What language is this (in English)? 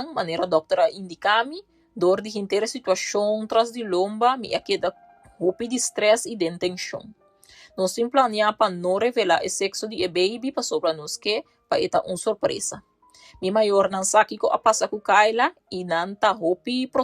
Papiamento